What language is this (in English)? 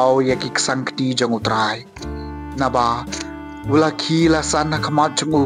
Khasi